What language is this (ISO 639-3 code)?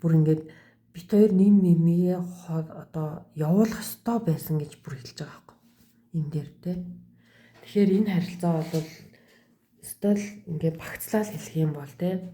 mon